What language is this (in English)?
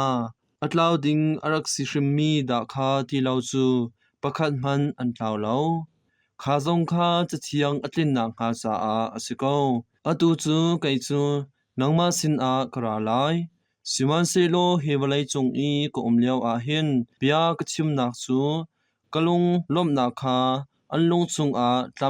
Hakha Chin